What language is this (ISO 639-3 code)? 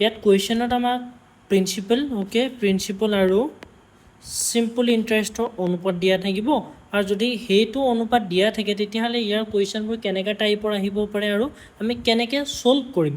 asm